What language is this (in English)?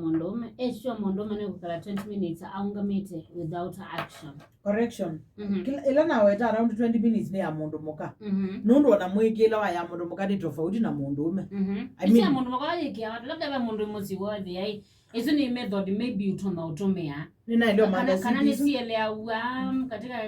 Kamba